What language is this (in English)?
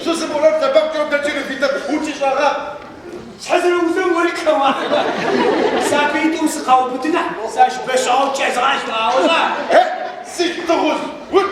Adyghe